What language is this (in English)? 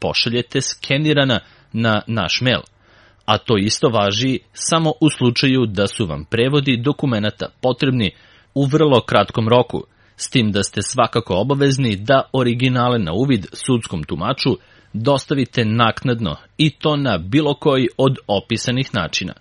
Serbian